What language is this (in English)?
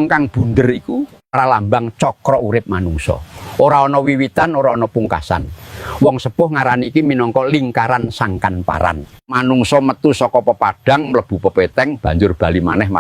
Javanese